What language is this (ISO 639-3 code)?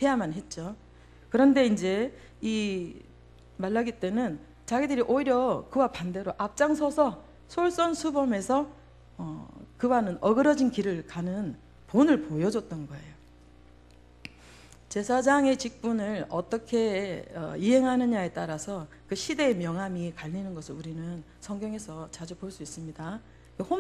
kor